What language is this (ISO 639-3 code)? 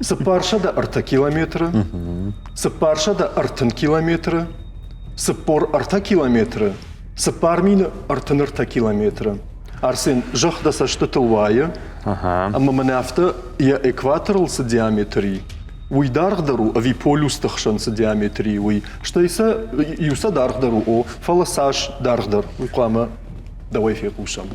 oss